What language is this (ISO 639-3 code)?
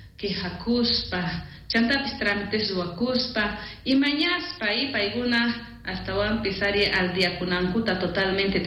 quh